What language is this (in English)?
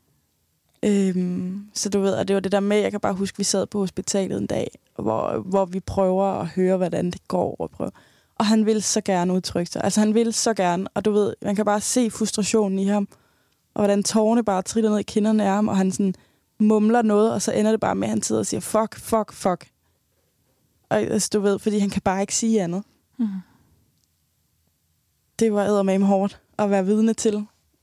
Danish